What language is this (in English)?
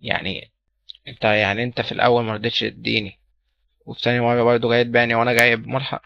Egyptian Arabic